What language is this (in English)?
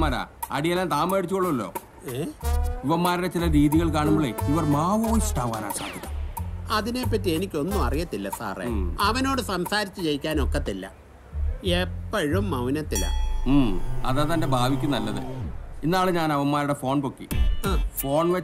Malayalam